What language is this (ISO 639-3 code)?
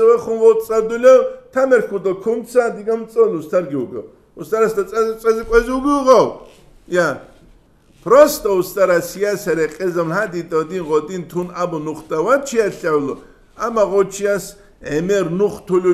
ava